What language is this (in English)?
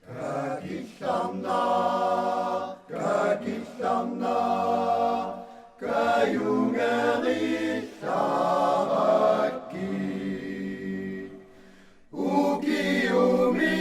Kalaallisut